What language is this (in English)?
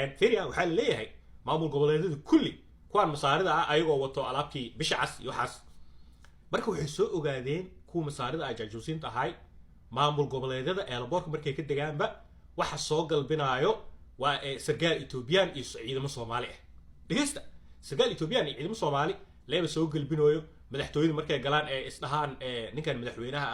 Somali